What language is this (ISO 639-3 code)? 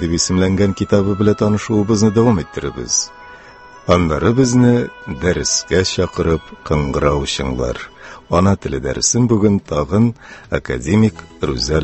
tat